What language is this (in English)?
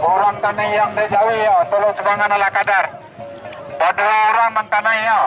Minangkabau